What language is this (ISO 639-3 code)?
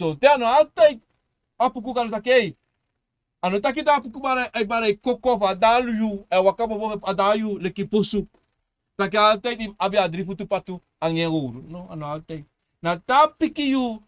srn